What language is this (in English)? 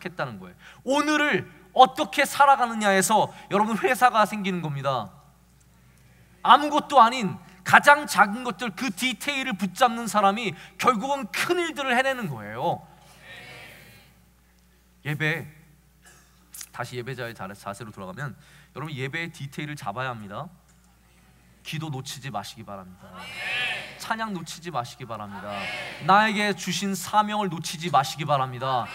Korean